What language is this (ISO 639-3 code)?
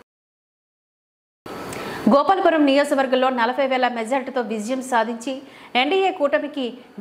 tel